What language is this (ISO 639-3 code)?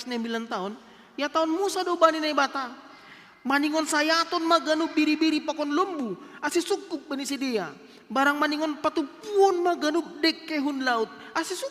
bts